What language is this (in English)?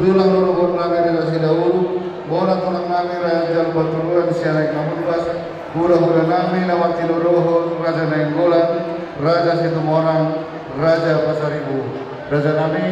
Batak Toba